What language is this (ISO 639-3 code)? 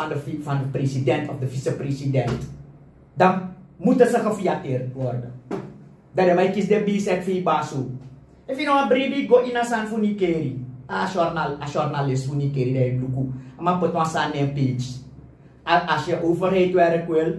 srn